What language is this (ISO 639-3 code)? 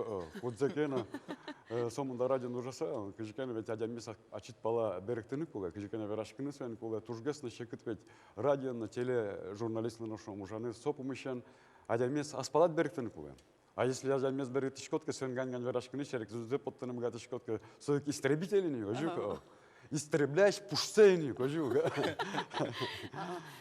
udm